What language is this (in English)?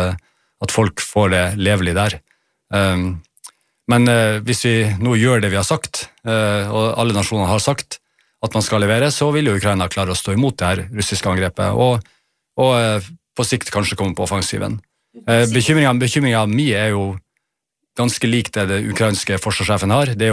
Norwegian